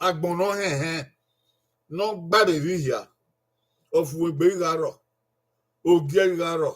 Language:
Bini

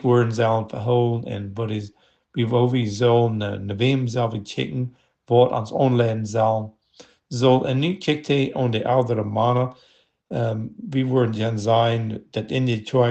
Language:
Plautdietsch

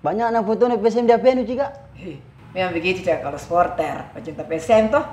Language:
Makassar Malay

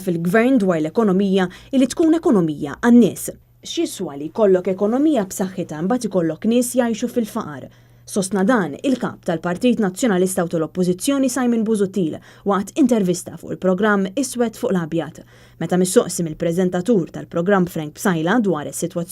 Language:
Maltese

